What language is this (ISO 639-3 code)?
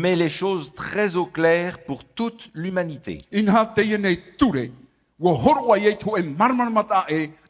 tah